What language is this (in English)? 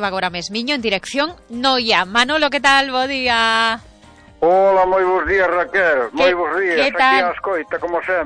Galician